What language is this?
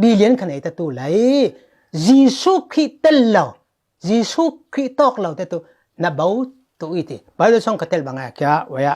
Falam Chin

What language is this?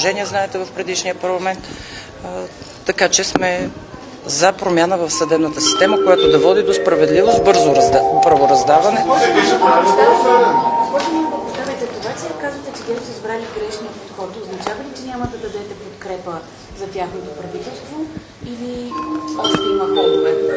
Bulgarian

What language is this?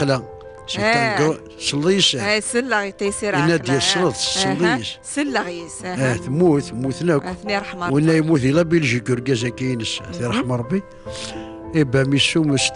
Kabyle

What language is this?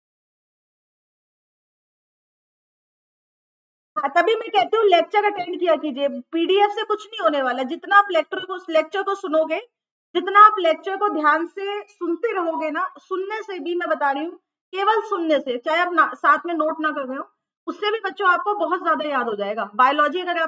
Hindi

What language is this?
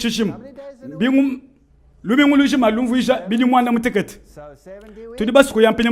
Luba-Lulua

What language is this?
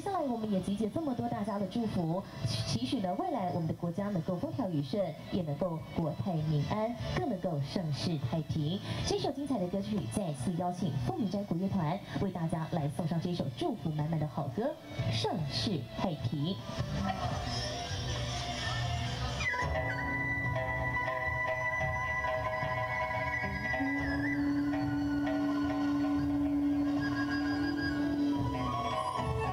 Chinese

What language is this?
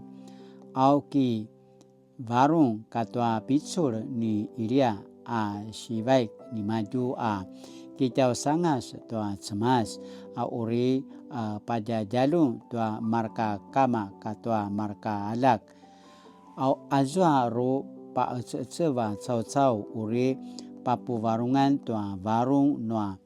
Paiwan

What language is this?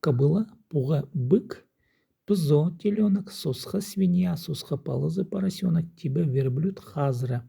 Khakas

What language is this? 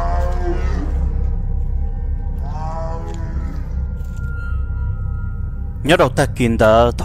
Vietnamese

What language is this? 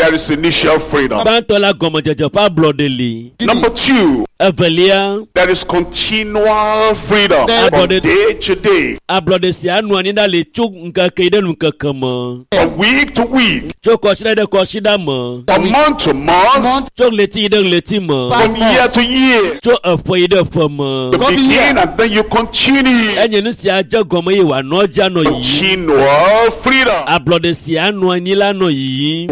Ewe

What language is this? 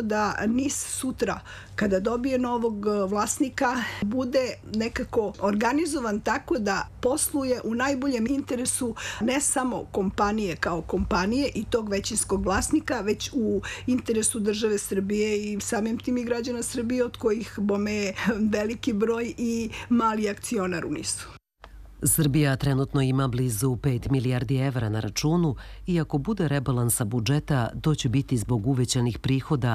Serbian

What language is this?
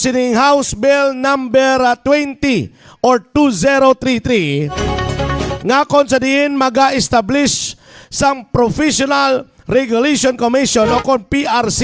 Hiligaynon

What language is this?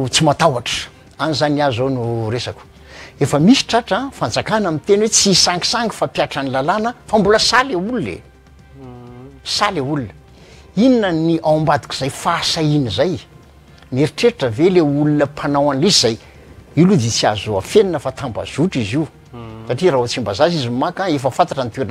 Malagasy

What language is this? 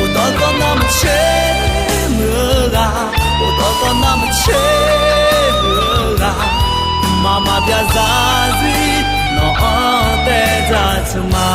Akha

